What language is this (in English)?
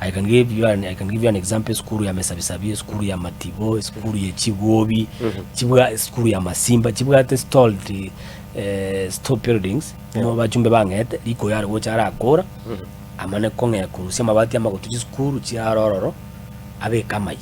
Gusii